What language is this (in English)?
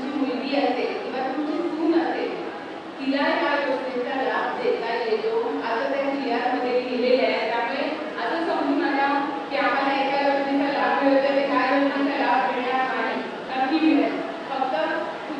Marathi